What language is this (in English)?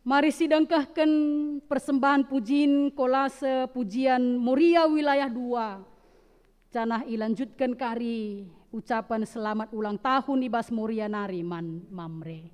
Batak Karo